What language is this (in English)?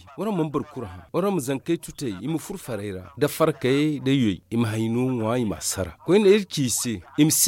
Zarma